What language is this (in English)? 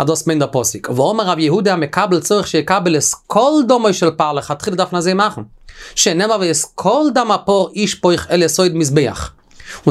Yiddish